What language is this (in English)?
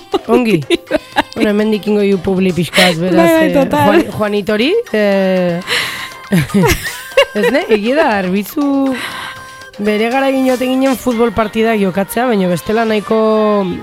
Basque